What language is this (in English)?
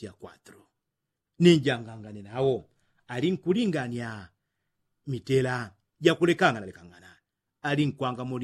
Yao